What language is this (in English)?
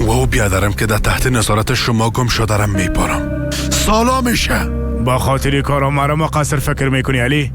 Persian